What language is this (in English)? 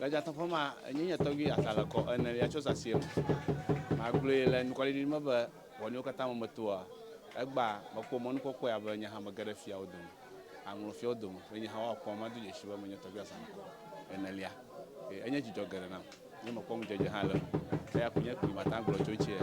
Ewe